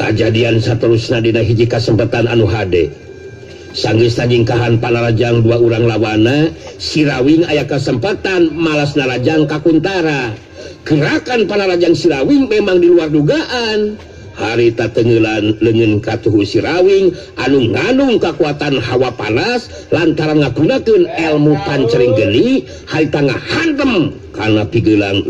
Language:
Sundanese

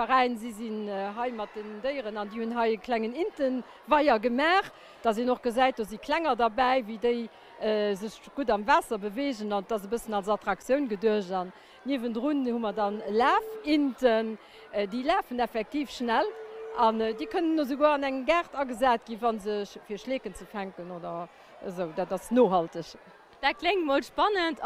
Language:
Luxembourgish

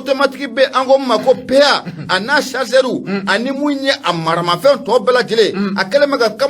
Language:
Bambara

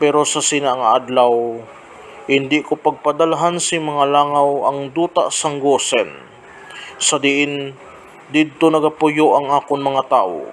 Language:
Hiligaynon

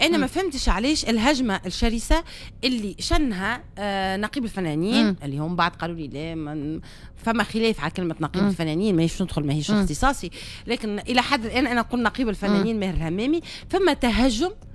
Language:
Tunisian Arabic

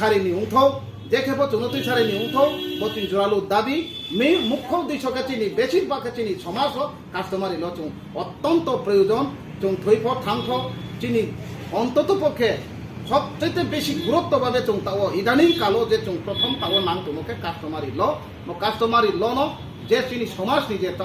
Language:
Riang (India)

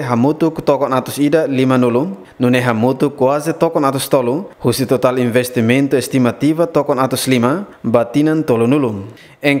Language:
Tetum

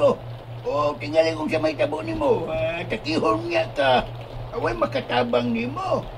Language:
Cebuano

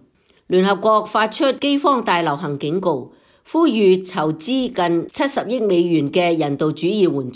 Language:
Cantonese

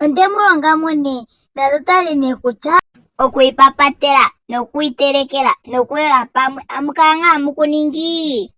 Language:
Ndonga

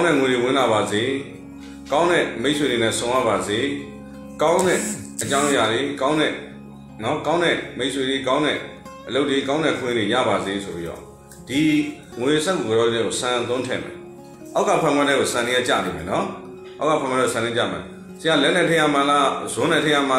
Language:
Burmese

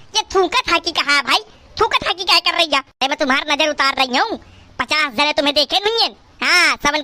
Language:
Awadhi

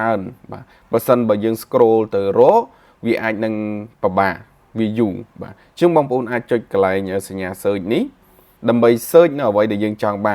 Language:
Khmer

